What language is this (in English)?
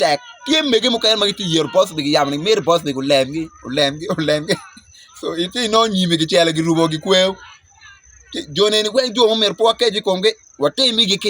Acoli